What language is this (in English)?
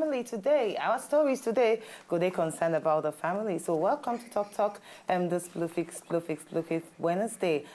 Nigerian Pidgin